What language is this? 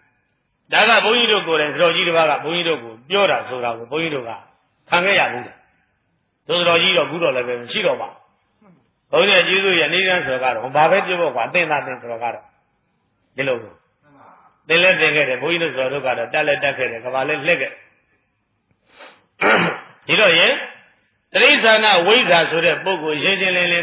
Burmese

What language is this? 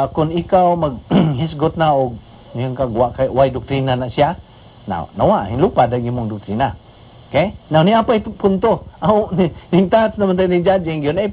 Cebuano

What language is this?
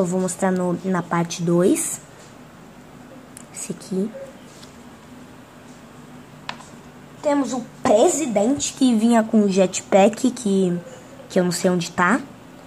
Portuguese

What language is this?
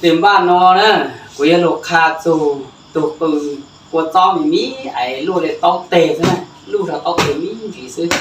Hmong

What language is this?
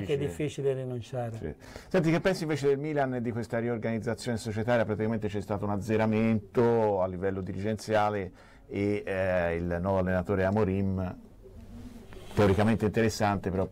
Italian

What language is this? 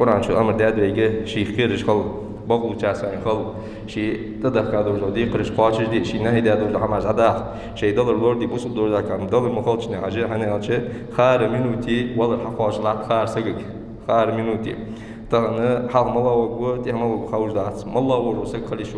Ingush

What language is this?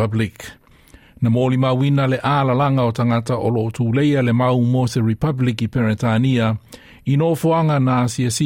Samoan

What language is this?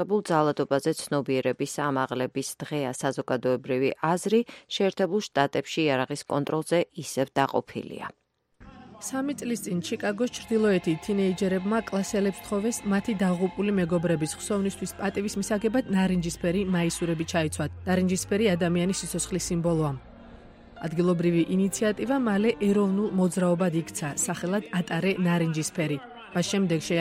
Georgian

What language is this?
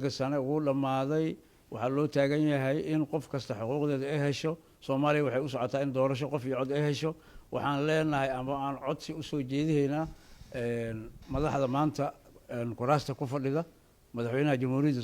Somali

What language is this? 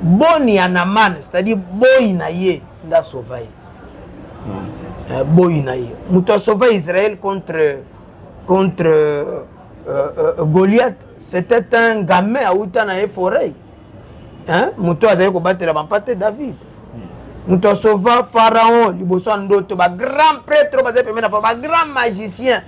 Lingala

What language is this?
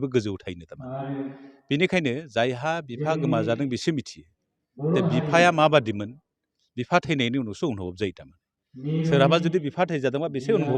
Bodo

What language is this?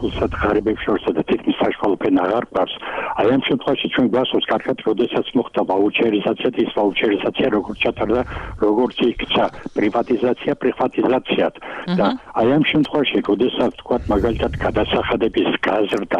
Georgian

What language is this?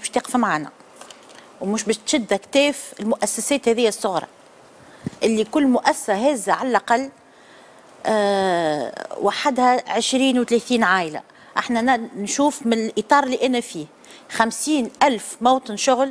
Tunisian Arabic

